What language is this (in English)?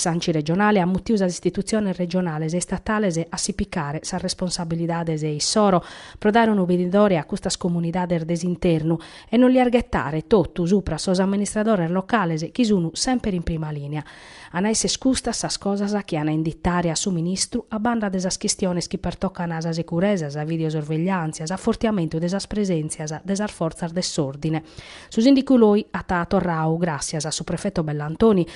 Sardinian